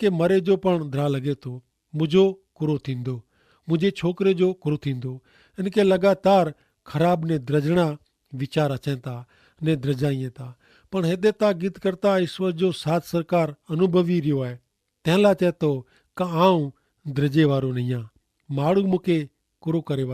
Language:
Kachhi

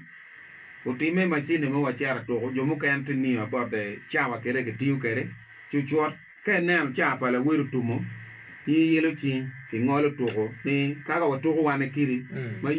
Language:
Acoli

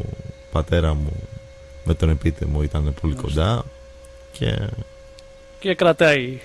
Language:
Greek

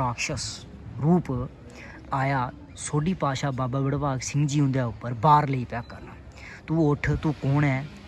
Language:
Dogri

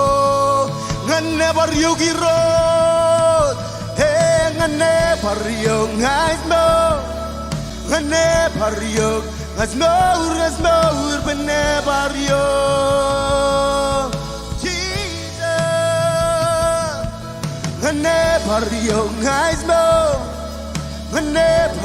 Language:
Marshallese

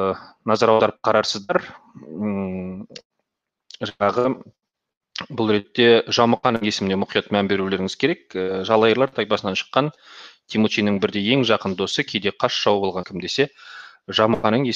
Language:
Kazakh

